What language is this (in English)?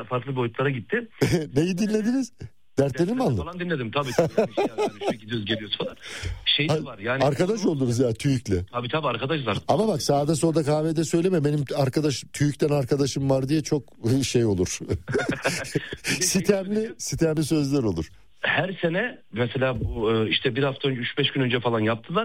Turkish